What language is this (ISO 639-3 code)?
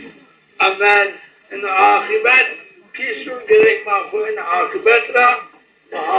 zza